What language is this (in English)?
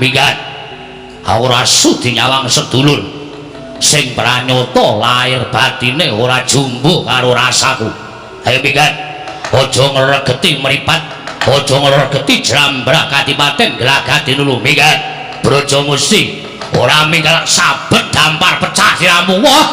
Javanese